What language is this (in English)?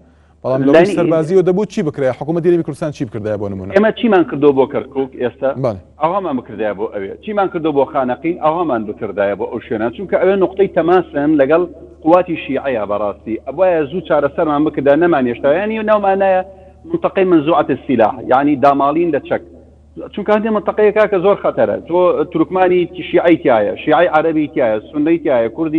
Central Kurdish